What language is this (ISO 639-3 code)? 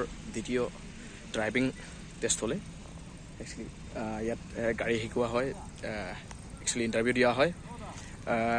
asm